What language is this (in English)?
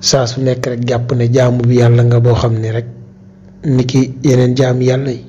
Wolof